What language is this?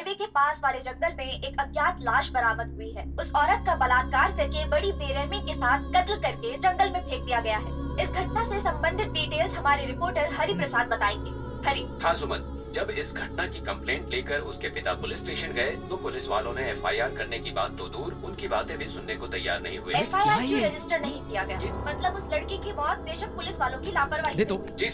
Hindi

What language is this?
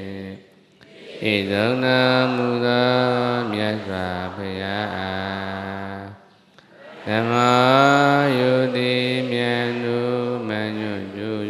Burmese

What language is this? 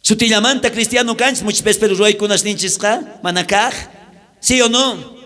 South Bolivian Quechua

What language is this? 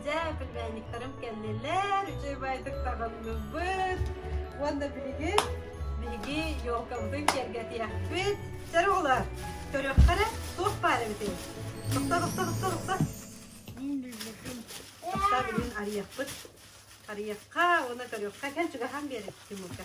Yakut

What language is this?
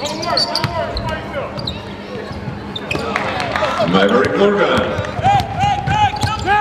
Polish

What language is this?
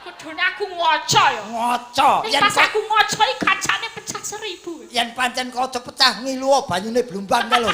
Javanese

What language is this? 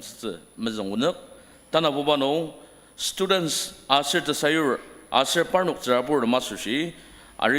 Ao Naga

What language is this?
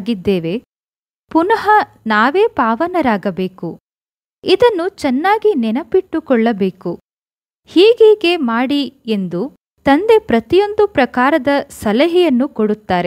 Kannada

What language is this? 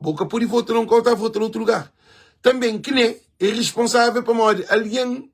Kabuverdianu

